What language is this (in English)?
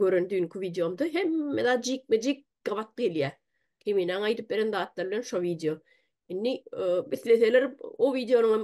Turkmen